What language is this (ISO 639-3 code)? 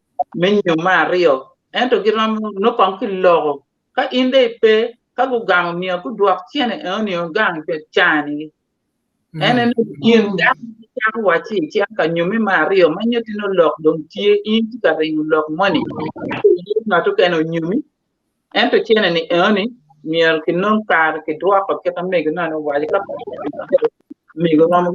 ach